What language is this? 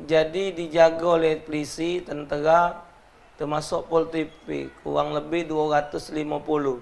Musi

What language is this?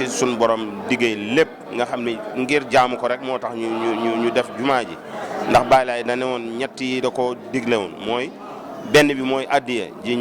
Wolof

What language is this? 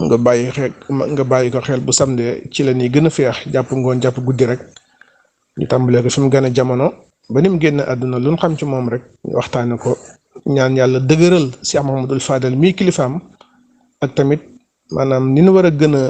Wolof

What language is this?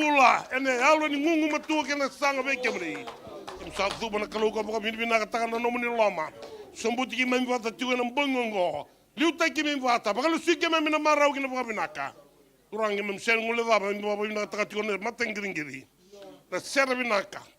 Fijian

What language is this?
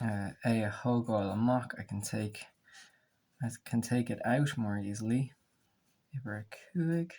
Irish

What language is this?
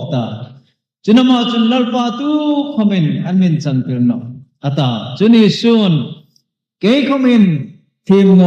Hmar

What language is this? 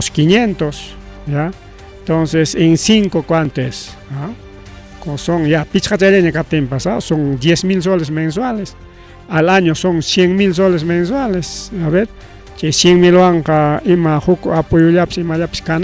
Ayacucho Quechua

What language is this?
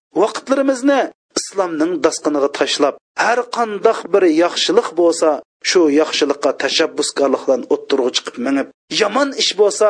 Uyghur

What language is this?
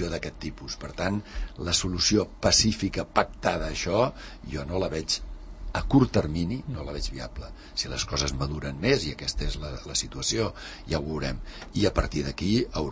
Catalan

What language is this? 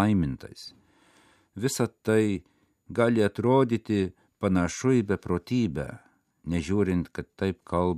Lithuanian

